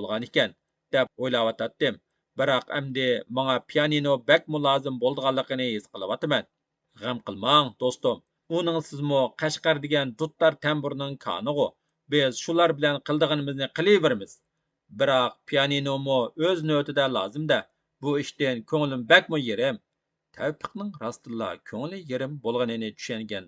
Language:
Uyghur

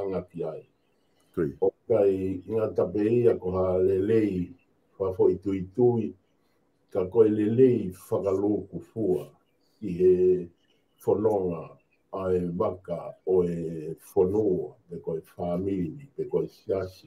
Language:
Tongan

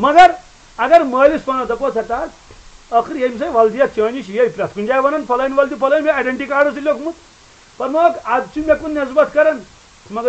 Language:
Kashmiri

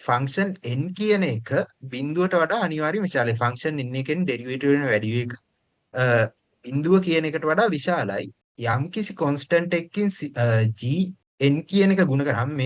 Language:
Sinhala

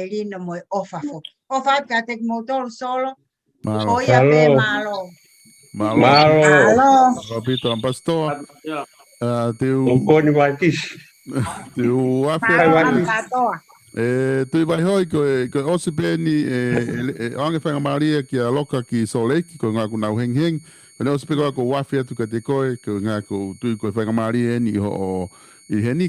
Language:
Tongan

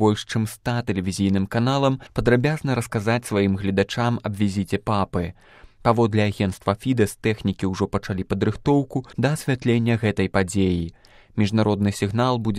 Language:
Belarusian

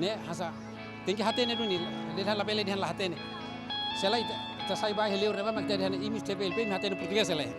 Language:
Tetum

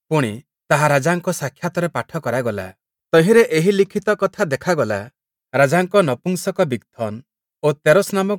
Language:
Odia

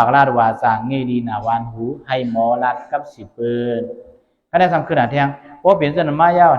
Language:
Shan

